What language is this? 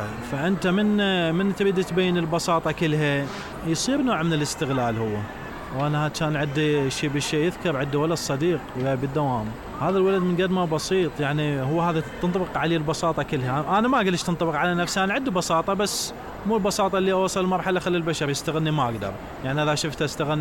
Mesopotamian Arabic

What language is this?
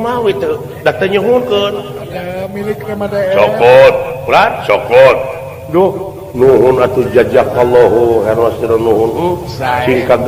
Sundanese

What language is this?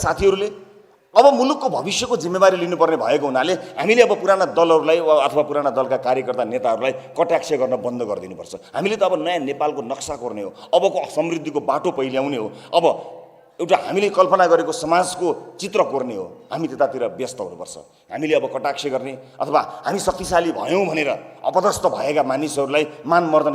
Nepali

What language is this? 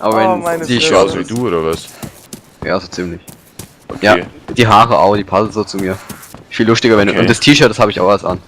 Bavarian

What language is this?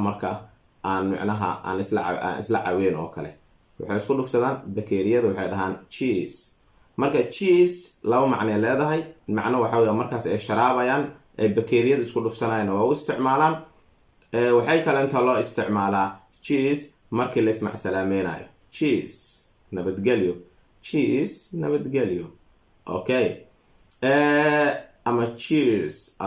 Somali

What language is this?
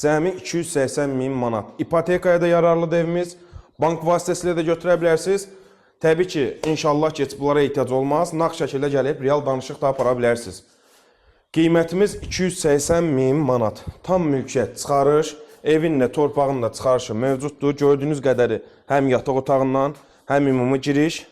Azerbaijani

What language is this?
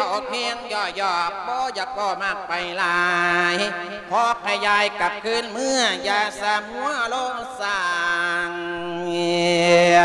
Lao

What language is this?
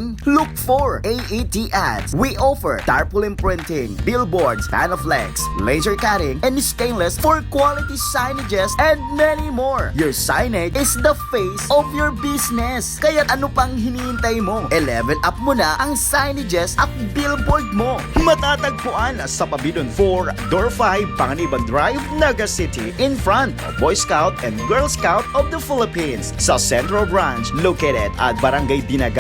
Bikol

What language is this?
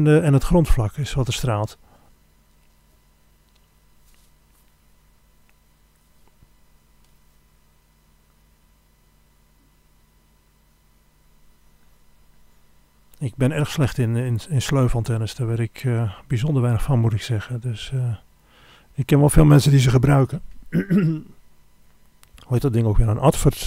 Dutch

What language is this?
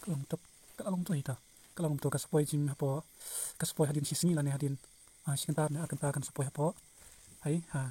Khasi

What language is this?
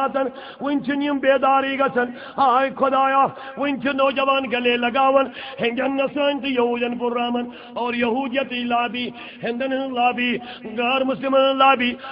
Kashmiri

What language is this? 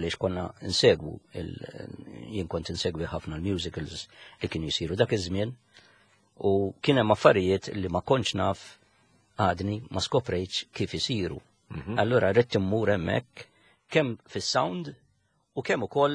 Maltese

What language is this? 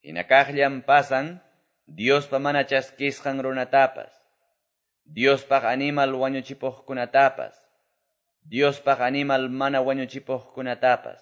Quechua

